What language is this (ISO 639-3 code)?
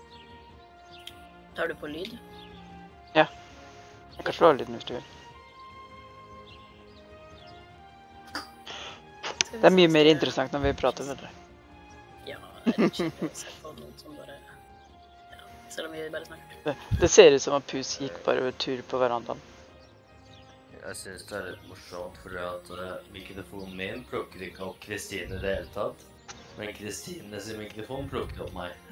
nor